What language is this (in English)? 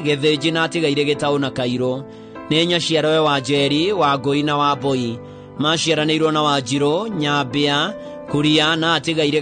Kikuyu